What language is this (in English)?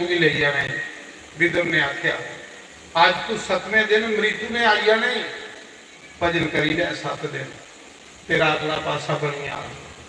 Dogri